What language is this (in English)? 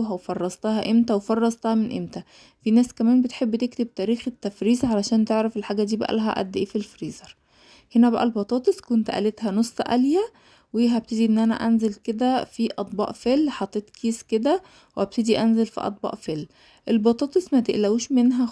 Egyptian Arabic